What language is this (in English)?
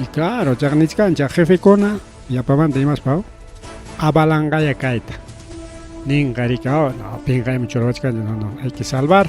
Ayacucho Quechua